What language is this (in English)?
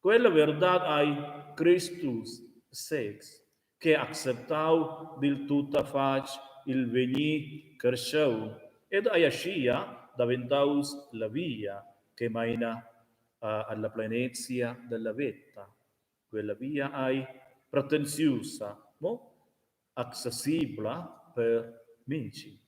Romansh